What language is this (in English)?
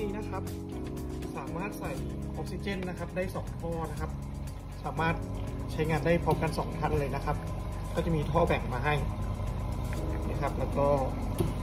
Thai